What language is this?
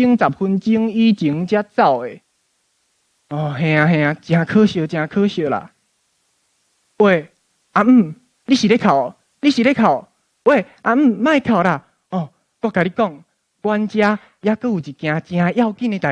Min Nan Chinese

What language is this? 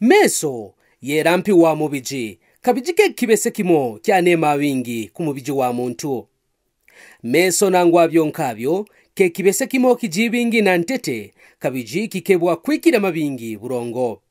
Kaonde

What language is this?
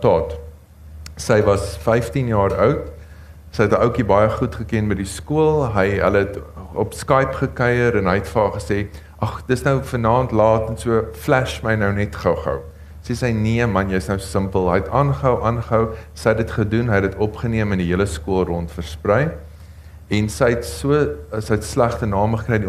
Afrikaans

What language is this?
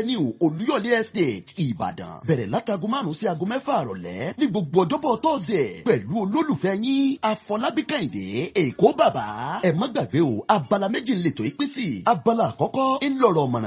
Yoruba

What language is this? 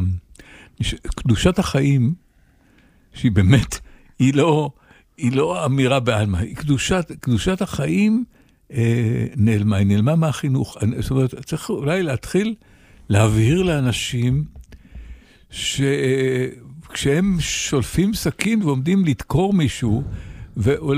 Hebrew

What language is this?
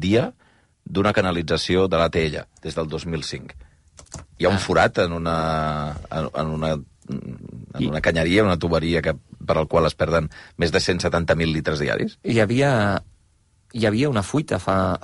Catalan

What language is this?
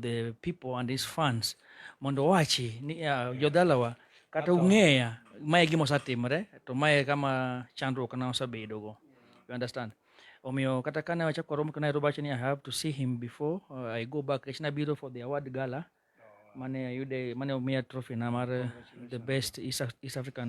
Luo (Kenya and Tanzania)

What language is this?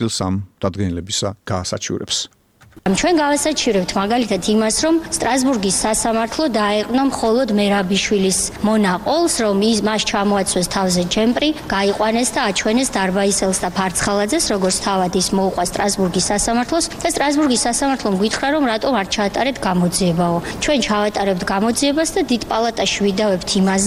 Georgian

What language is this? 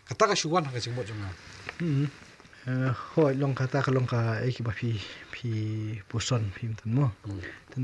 Khasi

